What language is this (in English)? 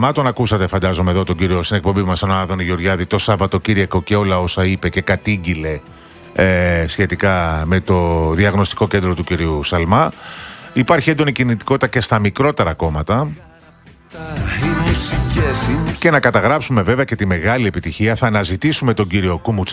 Greek